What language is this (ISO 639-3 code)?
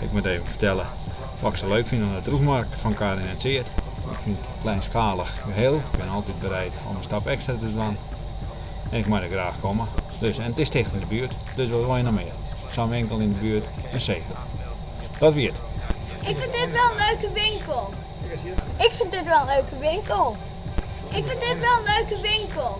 fry